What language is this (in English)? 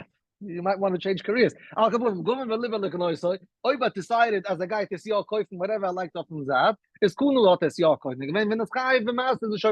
Yiddish